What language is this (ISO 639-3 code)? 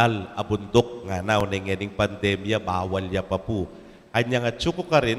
pam